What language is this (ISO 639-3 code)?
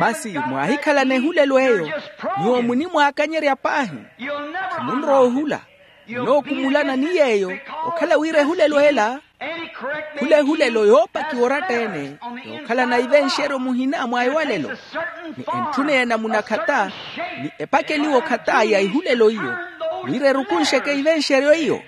vmw